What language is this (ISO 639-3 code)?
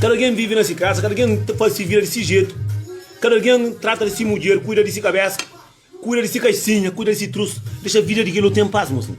kea